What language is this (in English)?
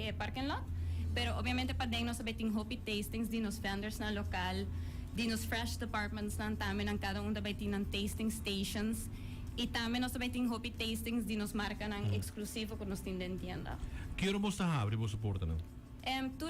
Papiamento